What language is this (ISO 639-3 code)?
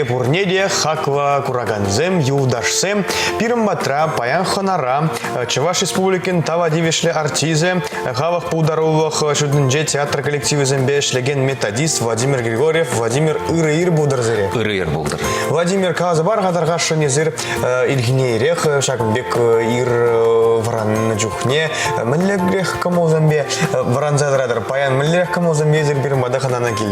chv